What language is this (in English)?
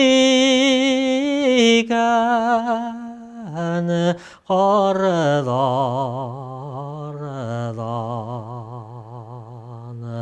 Bashkir